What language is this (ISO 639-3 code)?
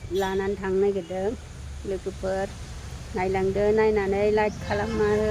brx